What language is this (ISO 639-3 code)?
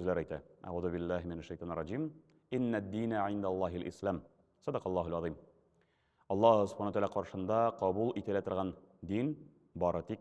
tat